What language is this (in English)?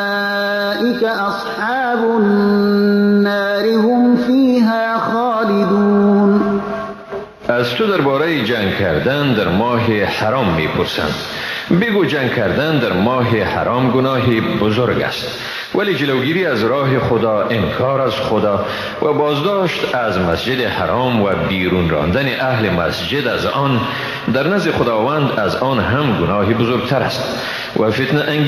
Persian